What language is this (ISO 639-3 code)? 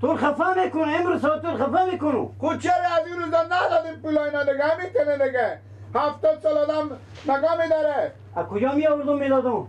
fas